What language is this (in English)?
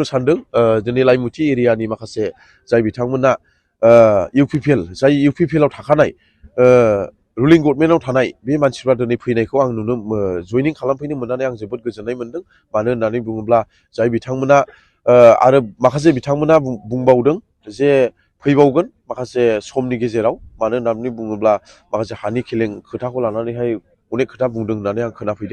Bodo